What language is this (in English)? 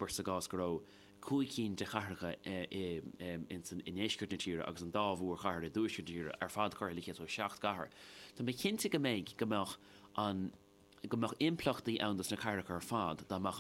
Irish